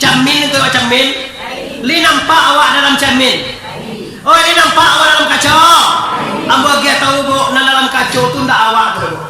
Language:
Minangkabau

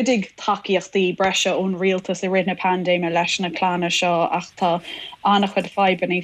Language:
Irish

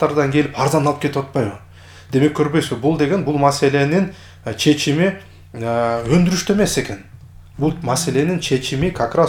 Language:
Kyrgyz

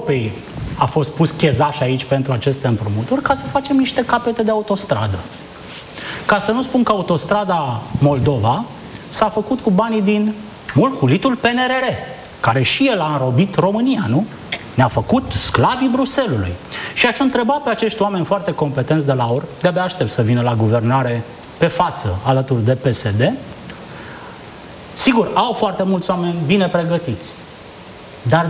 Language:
Romanian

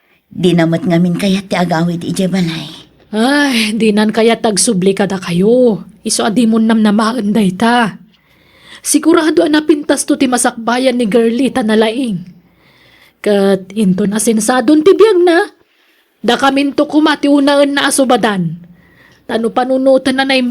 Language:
Iloko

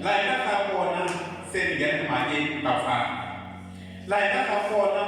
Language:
Tsonga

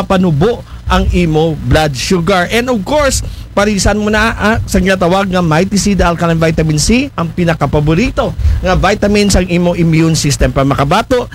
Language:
Aklanon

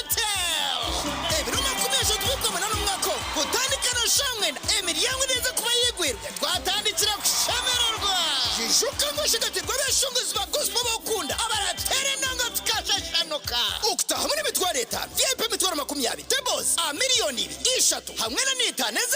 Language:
Nyankole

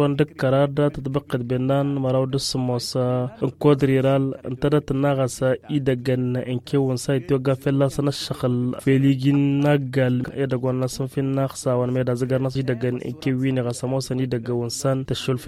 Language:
Tamasheq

